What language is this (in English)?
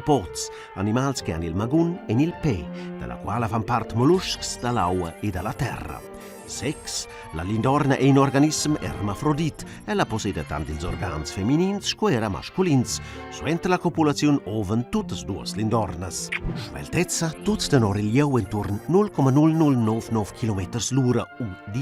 Romansh